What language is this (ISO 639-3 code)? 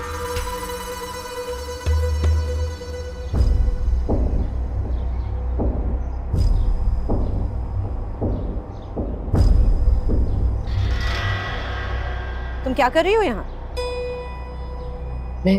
hin